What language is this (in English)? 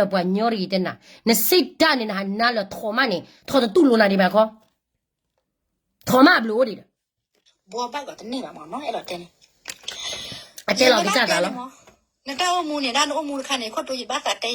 S'gaw Karen